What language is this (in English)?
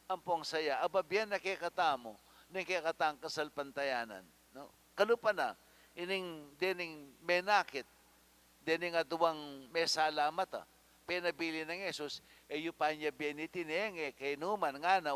Pampanga